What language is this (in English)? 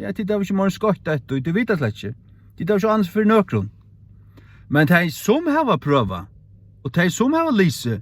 Faroese